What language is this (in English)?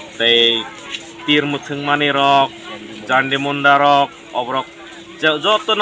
Kok Borok